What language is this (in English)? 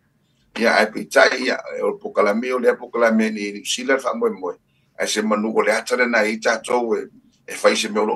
Samoan